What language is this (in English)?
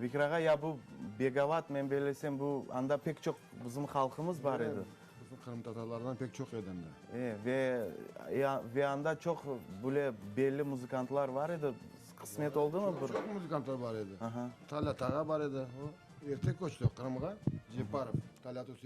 Crimean Tatar